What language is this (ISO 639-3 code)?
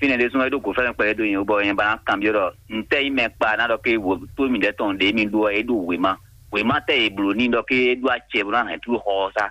fon